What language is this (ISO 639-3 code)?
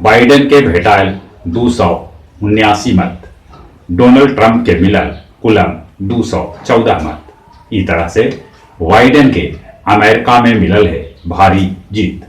mag